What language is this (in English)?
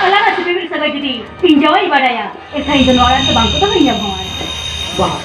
Santali